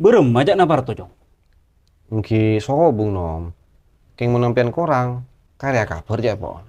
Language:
Madurese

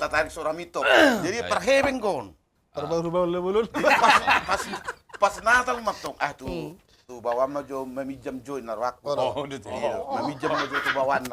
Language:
Batak Toba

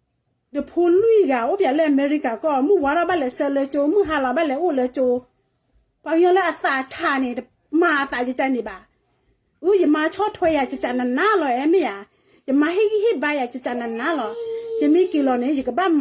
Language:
S'gaw Karen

